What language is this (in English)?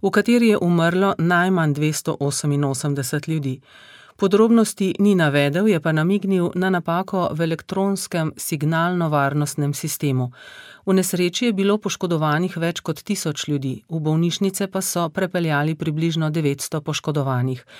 Slovenian